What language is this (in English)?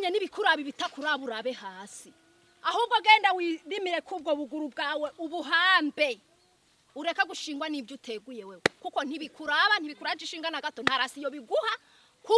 Rundi